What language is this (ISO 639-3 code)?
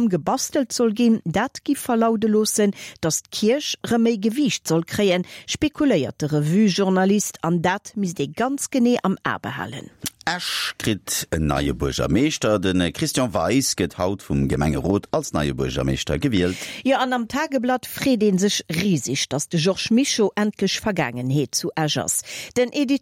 ltz